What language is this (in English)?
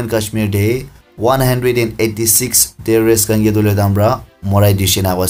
Naga Pidgin